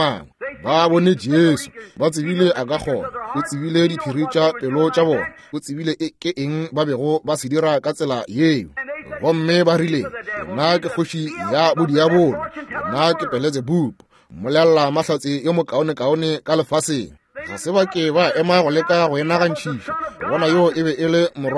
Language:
Northern Sotho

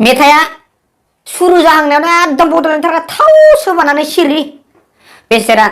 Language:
Bodo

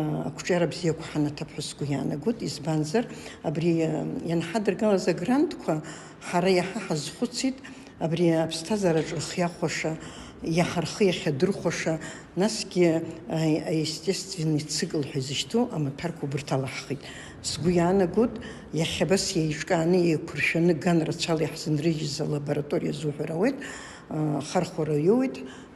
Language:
Abkhazian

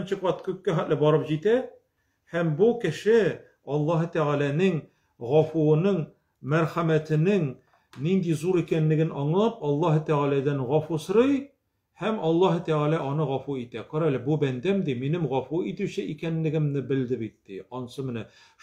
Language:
Tatar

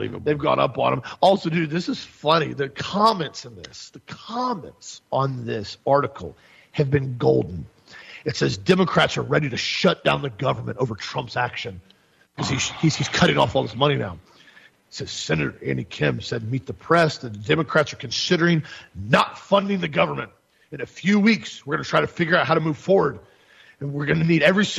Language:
English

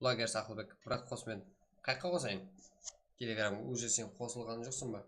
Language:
Kara-Kalpak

